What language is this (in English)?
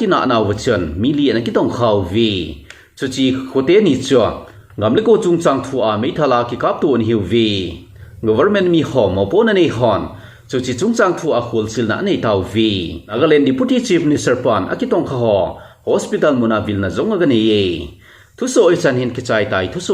Thado Chin